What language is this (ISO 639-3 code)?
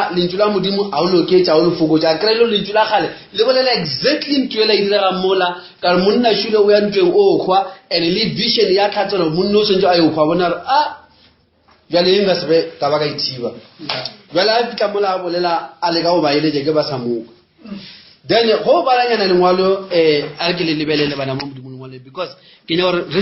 nso